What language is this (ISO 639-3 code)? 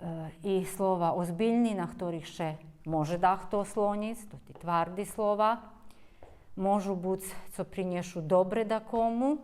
rue